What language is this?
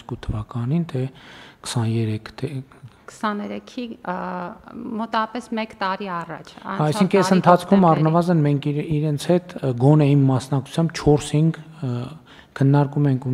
Armenian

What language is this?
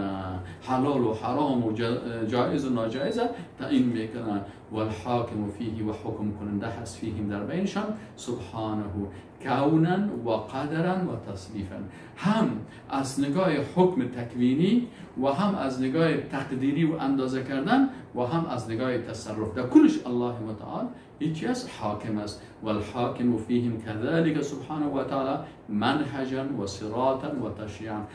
Persian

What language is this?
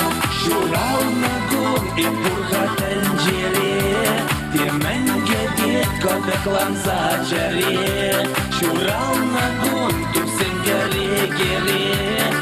Chuvash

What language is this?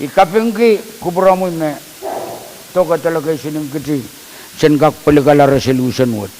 Pohnpeian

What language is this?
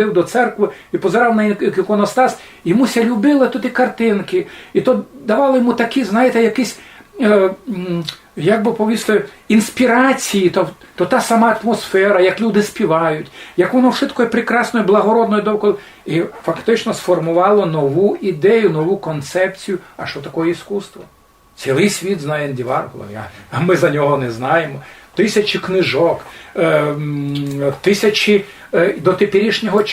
Rusyn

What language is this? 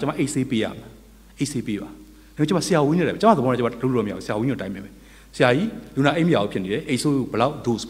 Burmese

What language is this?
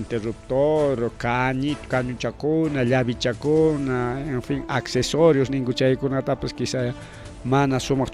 Ayacucho Quechua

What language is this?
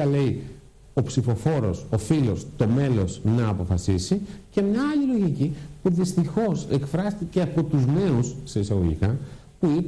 Greek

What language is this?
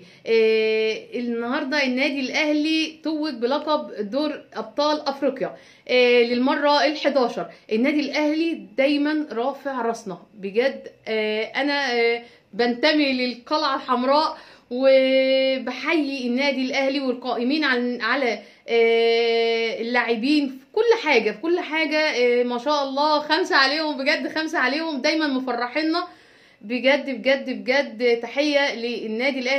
Egyptian Arabic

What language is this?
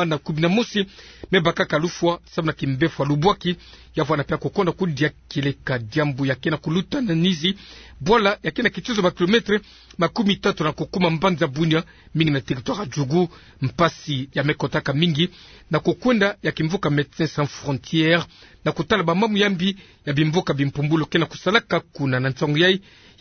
Kituba (Democratic Republic of Congo)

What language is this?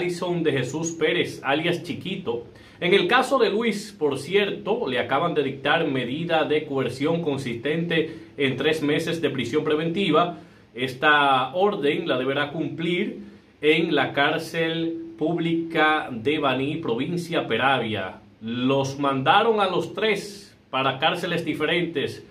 Spanish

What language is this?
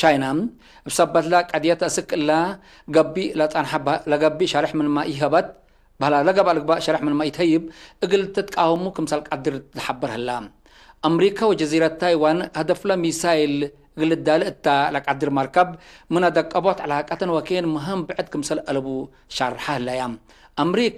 Tigre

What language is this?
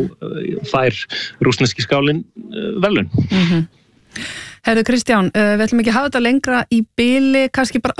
Icelandic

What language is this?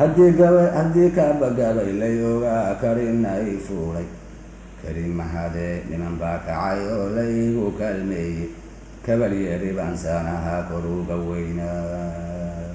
Somali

